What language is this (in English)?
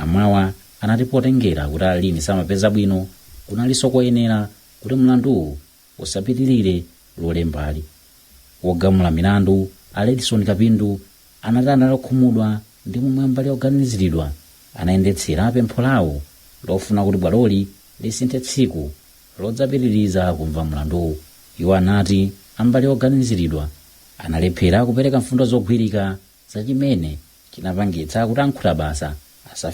Nyanja